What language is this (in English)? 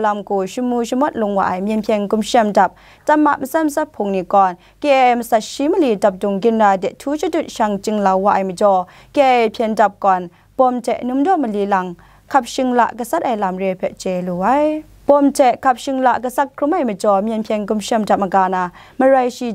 Kachin